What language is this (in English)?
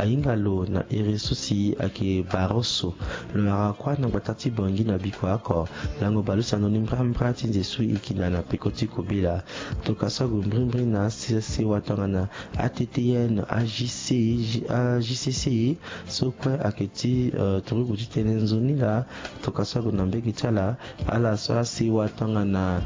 Sango